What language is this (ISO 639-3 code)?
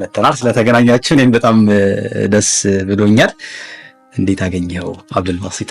amh